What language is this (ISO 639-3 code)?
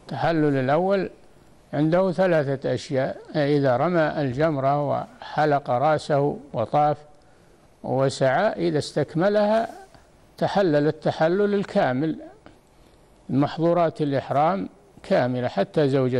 ara